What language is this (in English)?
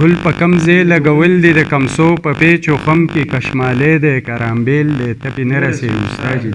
Pashto